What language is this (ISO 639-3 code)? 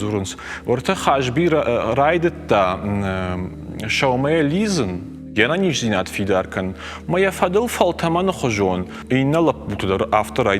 oss